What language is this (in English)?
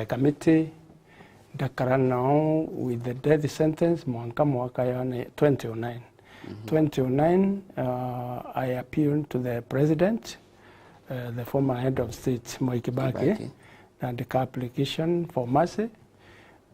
Meru